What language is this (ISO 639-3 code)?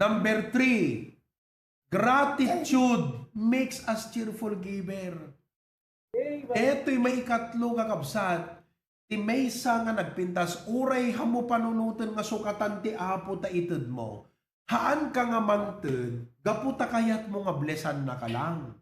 ilo